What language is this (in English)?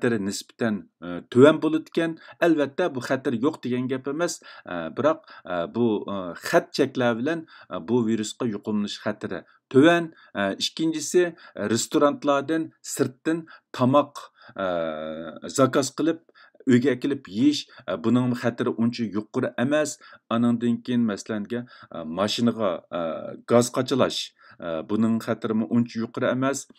Uyghur